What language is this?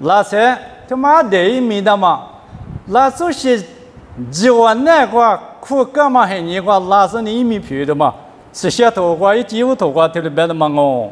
Lisu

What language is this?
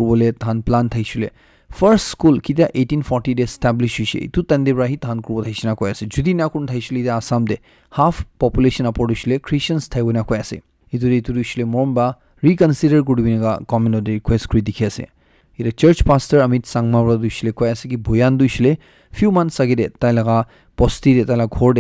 Naga Pidgin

